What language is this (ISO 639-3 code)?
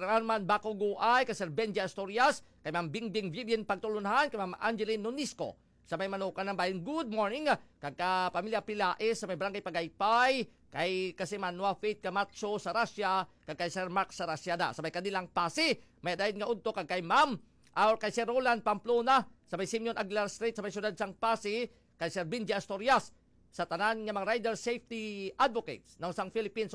hil